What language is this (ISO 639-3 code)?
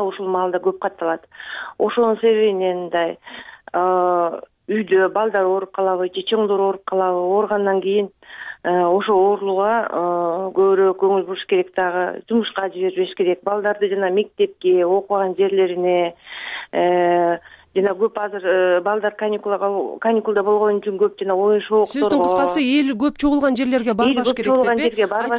kir